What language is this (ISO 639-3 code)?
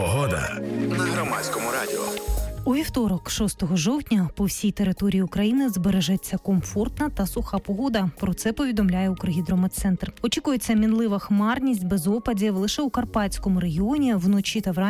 ukr